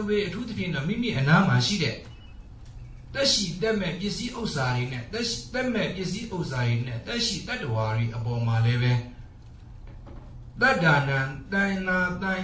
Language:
Burmese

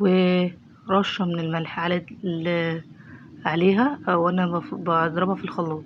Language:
Egyptian Arabic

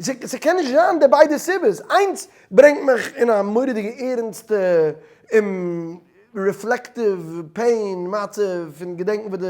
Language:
Yiddish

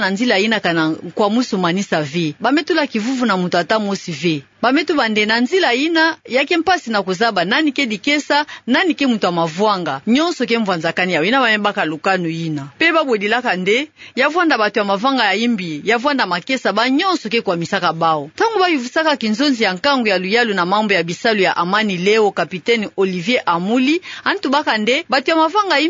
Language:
Kituba (Democratic Republic of Congo)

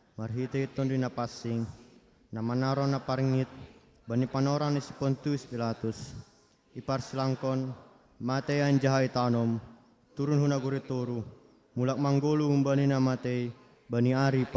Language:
Batak Simalungun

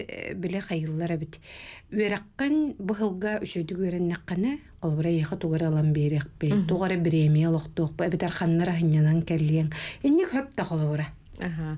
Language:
Yakut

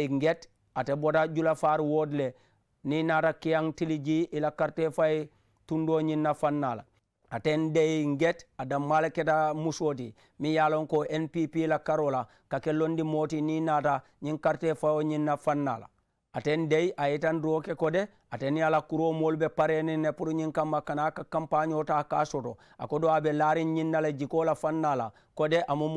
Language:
Mandingo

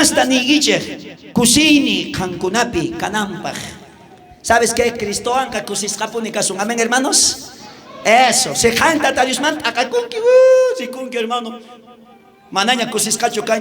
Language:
South Bolivian Quechua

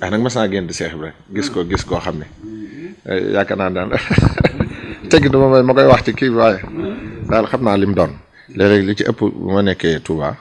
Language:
Wolof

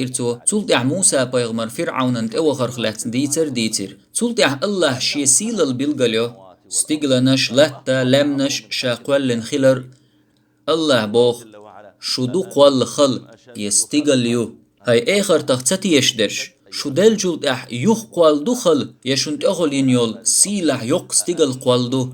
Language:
Chechen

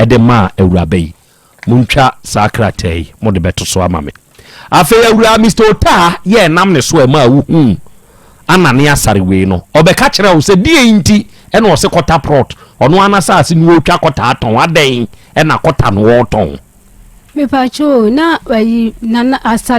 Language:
Akan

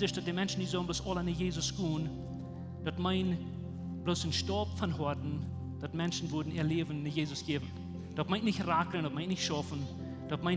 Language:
Plautdietsch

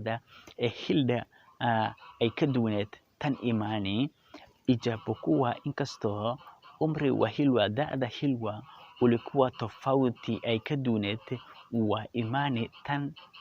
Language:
Somali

